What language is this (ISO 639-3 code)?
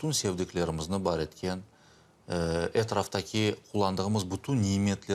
crh